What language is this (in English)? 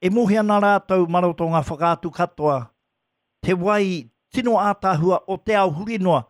Māori